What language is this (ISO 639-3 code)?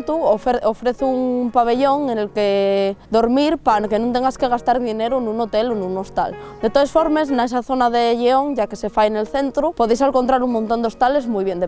ast